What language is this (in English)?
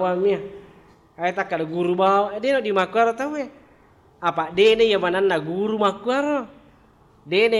Buginese